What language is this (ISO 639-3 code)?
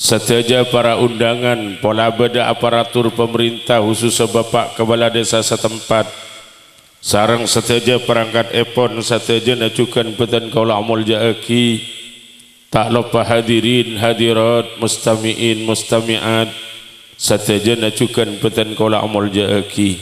mad